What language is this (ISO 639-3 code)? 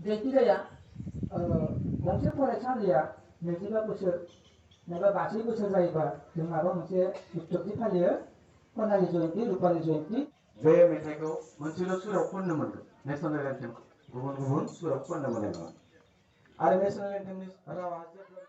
brx